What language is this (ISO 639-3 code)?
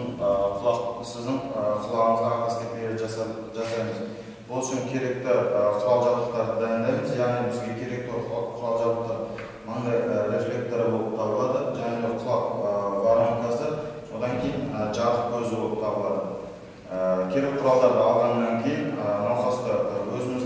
kaz